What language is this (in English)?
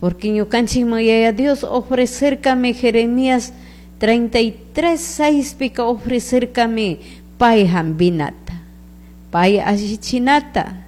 Chimborazo Highland Quichua